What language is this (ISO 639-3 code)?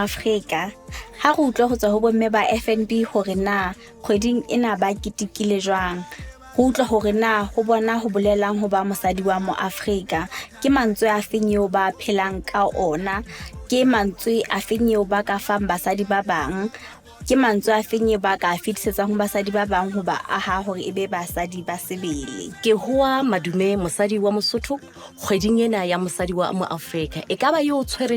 sot